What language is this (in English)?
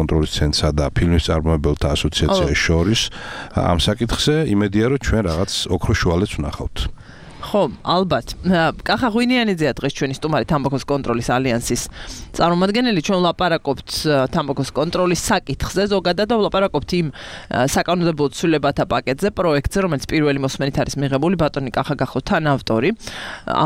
Georgian